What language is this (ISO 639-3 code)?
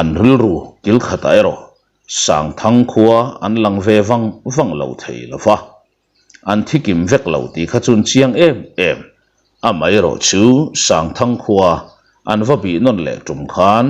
lus